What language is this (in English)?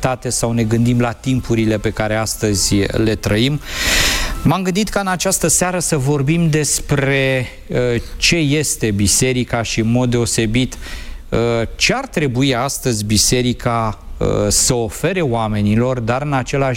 Romanian